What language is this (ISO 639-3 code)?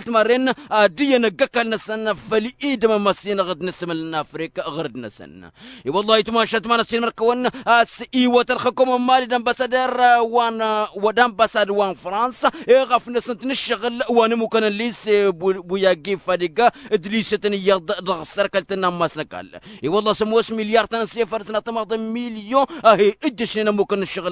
taq